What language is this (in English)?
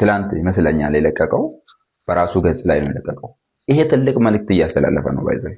Amharic